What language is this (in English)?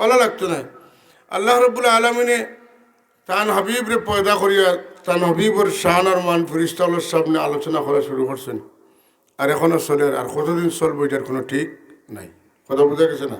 Sylheti